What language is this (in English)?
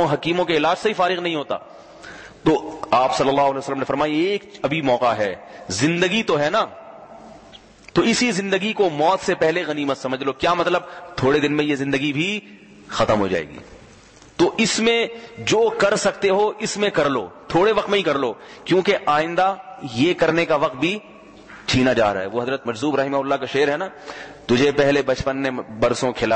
Urdu